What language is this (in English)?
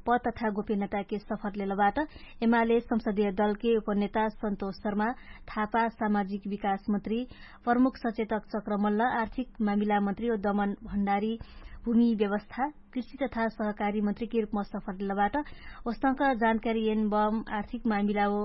Dangaura Tharu